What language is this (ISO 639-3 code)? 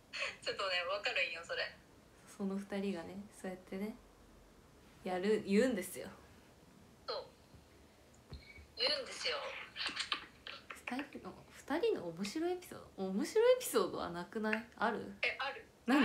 jpn